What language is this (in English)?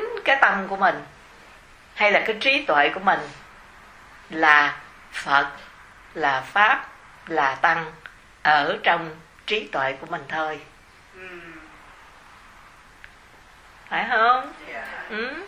Vietnamese